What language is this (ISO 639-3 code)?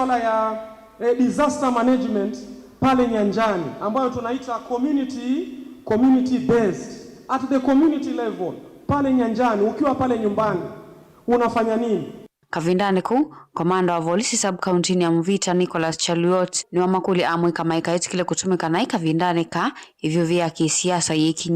kam